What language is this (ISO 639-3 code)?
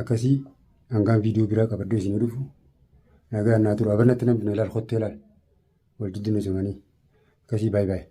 orm